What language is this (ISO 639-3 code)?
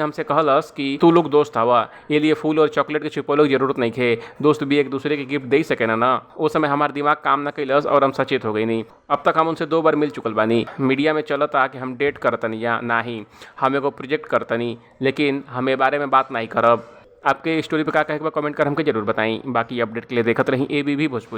bho